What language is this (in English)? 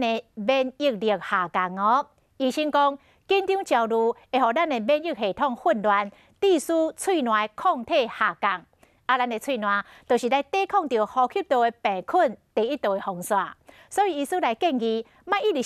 Min Nan Chinese